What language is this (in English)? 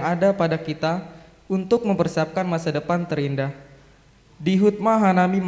Batak Simalungun